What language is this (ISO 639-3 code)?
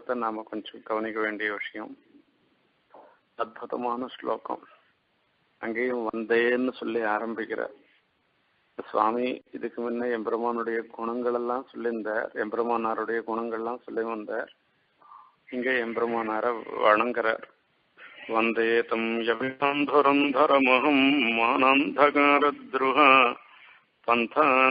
tam